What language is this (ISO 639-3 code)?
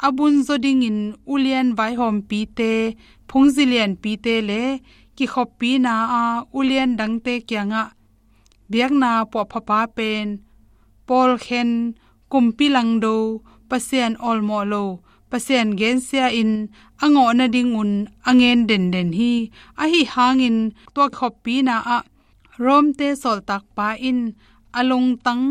ctd